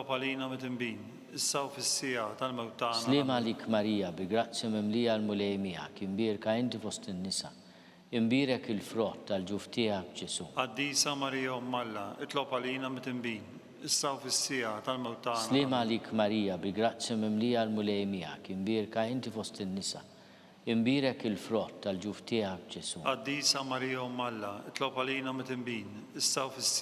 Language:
Maltese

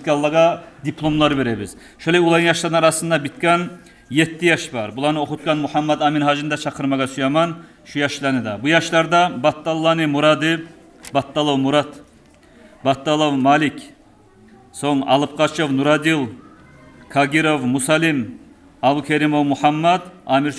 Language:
Kumyk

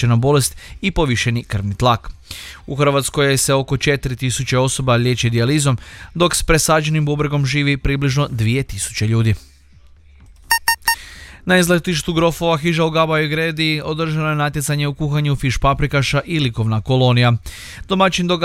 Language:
Croatian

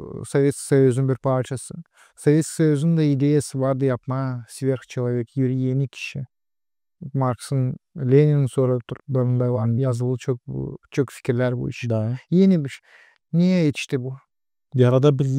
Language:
Gagauz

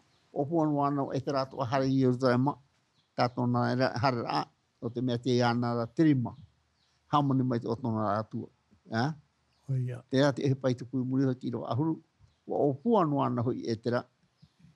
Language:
Tahitian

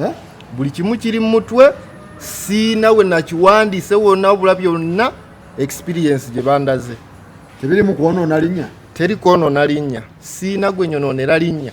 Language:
Ganda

